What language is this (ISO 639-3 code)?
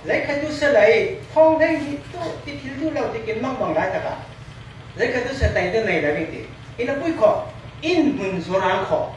cfm